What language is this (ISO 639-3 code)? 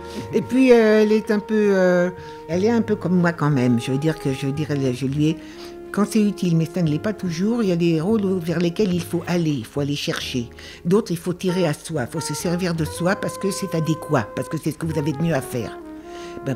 fra